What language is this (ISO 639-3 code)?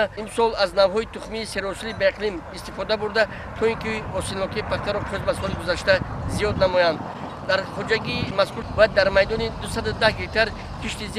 tgk